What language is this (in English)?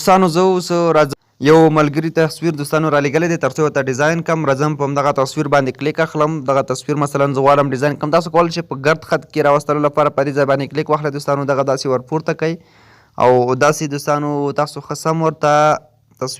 Pashto